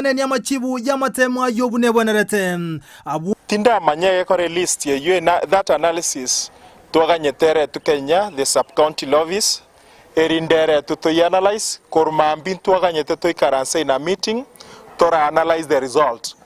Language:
Gusii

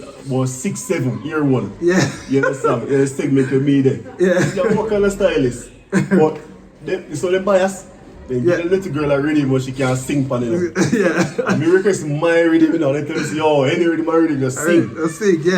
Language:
Jamaican Creole English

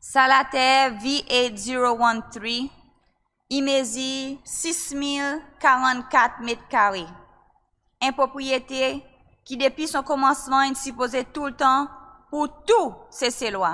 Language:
Seselwa Creole French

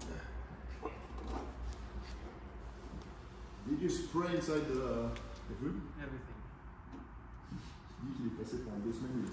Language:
French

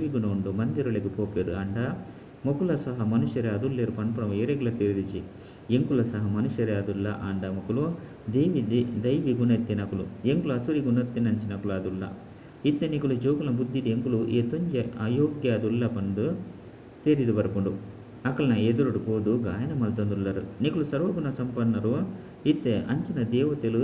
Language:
Tulu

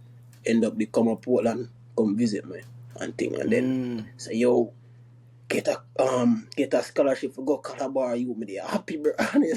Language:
Jamaican Creole English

